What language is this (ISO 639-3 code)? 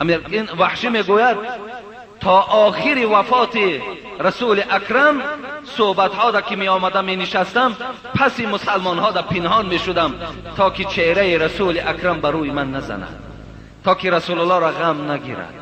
fas